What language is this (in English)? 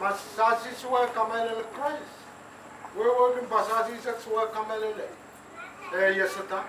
Pohnpeian